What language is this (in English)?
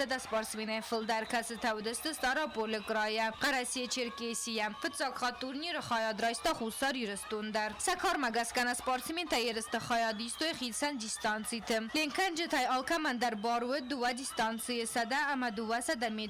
Ossetic